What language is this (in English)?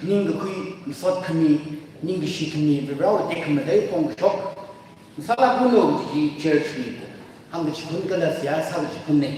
Tangkhul Naga (India)